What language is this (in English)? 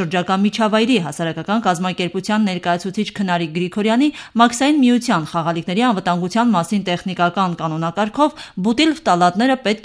Armenian